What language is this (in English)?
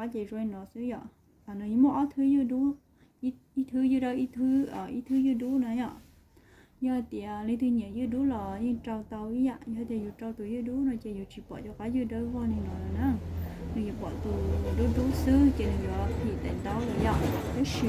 Hmong